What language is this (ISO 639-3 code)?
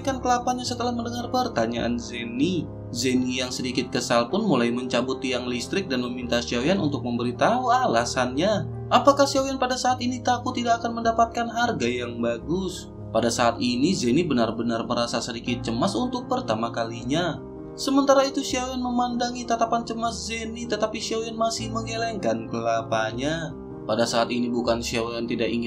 ind